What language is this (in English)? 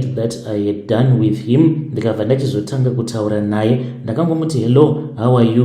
Shona